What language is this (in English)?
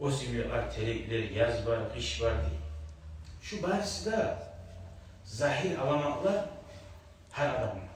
Kumyk